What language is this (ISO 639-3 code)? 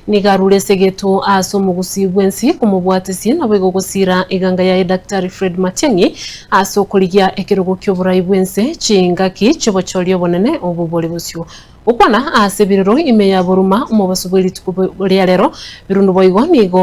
guz